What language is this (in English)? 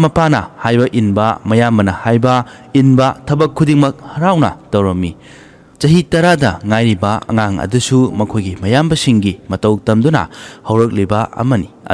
Manipuri